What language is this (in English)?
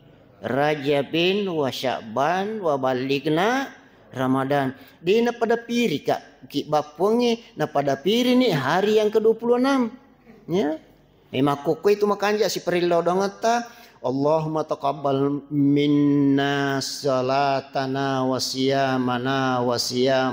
Buginese